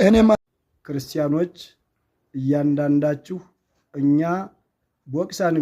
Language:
Amharic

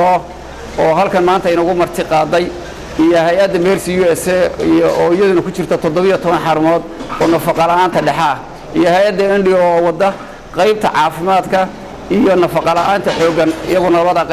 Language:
Somali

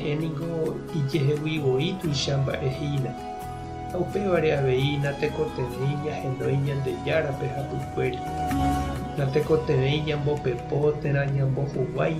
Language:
Guarani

